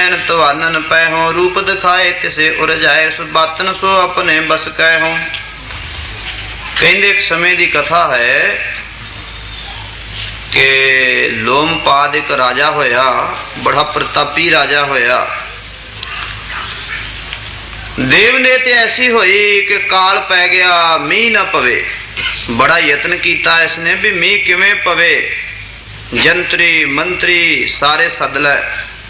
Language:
Punjabi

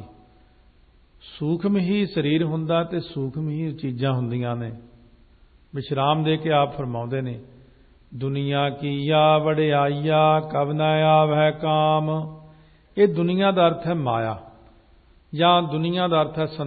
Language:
Punjabi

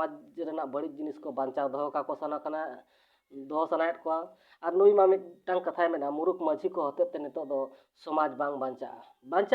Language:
Santali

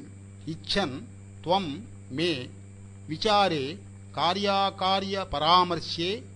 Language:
Sanskrit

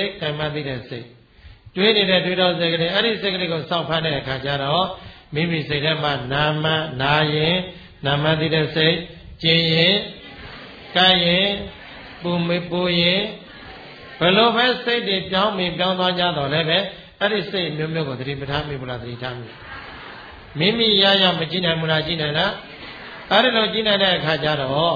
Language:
Burmese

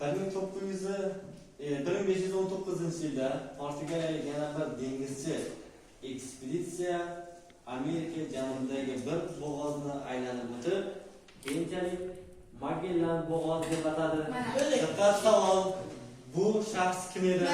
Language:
Uzbek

